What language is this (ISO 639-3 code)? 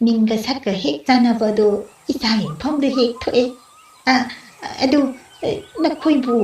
mni